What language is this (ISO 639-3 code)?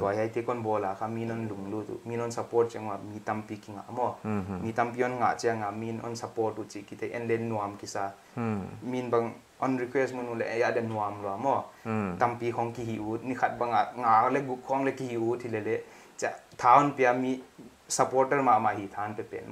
pck